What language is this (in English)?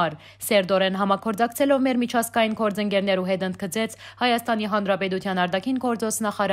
Western Armenian